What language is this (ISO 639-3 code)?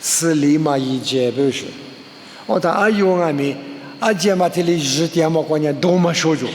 lis